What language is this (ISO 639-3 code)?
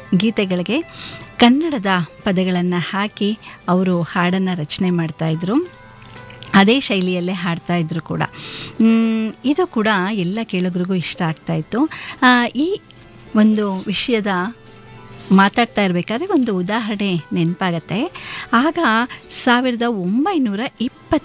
kan